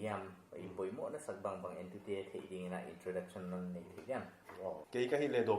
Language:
Paite Chin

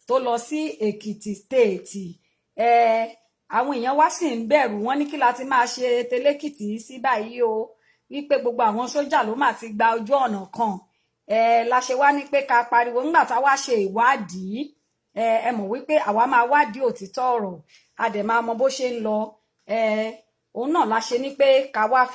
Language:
Yoruba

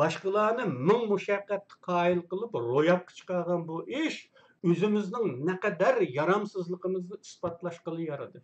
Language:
Uyghur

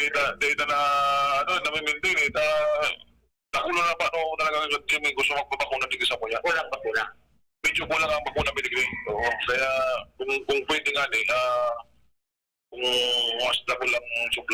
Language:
Bikol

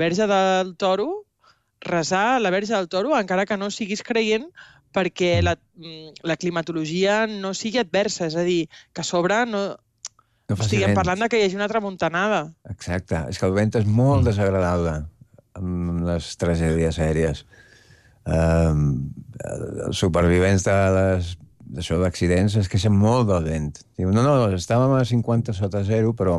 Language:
Catalan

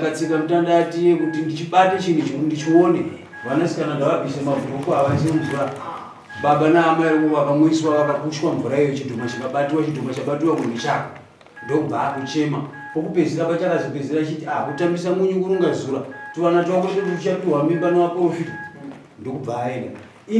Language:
Shona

